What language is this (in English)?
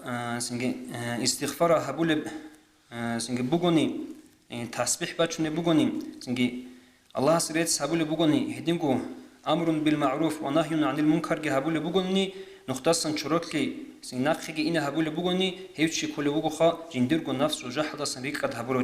Avaric